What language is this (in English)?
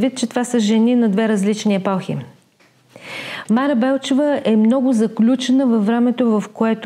Bulgarian